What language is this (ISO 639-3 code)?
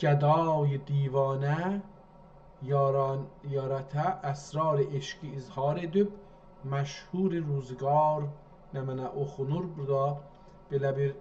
azb